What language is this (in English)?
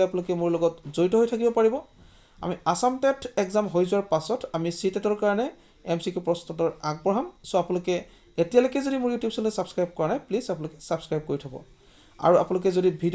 Assamese